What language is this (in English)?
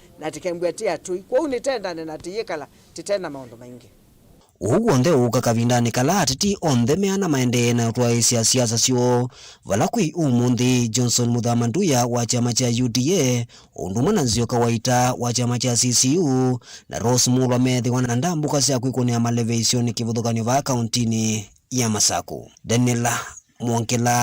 Kamba